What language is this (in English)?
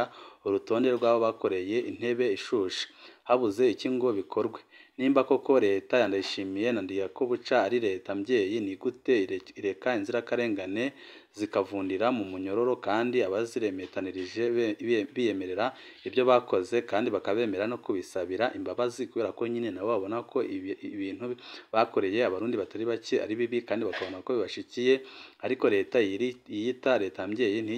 Rundi